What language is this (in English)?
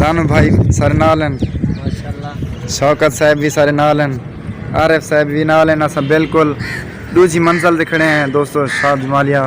Saraiki